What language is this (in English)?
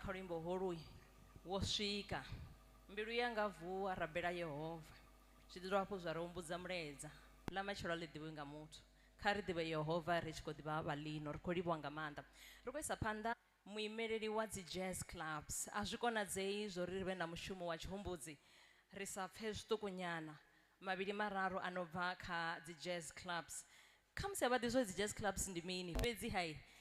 Venda